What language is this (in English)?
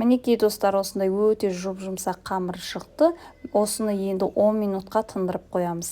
Kazakh